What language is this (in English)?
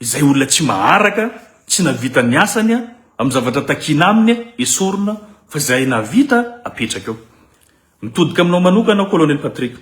Malagasy